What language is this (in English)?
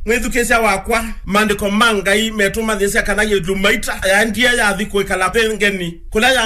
Kamba